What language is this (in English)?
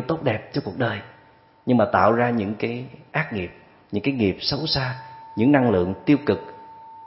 Vietnamese